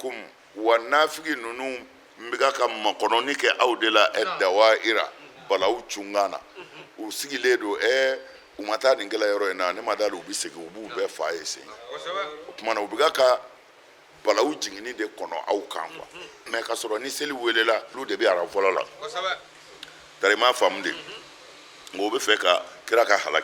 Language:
Bambara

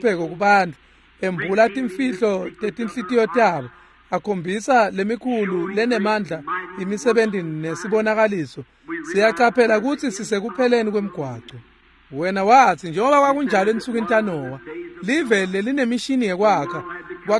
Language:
Swati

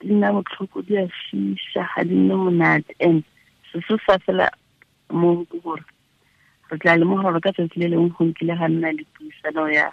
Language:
Tswana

